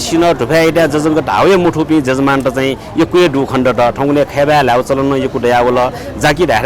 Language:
Newari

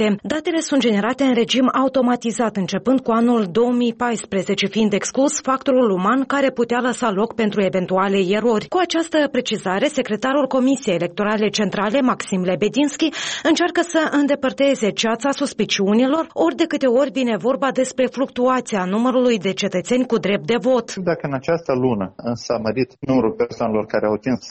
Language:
Romanian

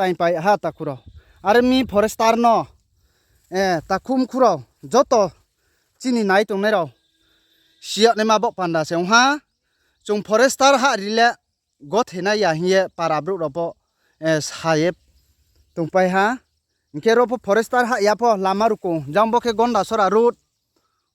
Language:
Riang (India)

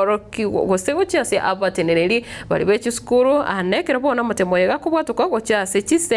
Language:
Gusii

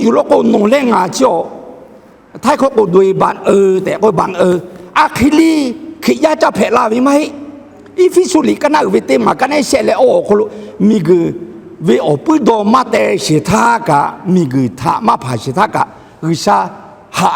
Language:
Lahu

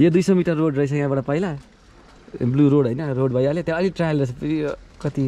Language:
Nepali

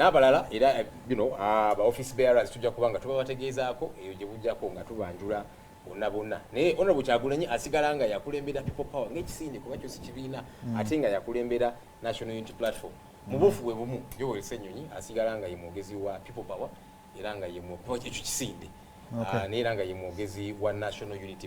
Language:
Ganda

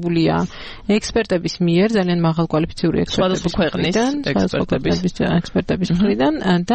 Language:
Georgian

